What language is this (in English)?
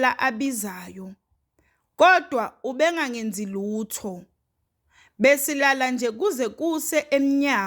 Zulu